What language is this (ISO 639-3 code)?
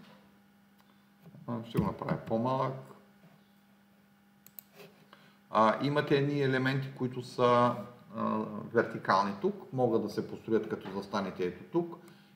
bul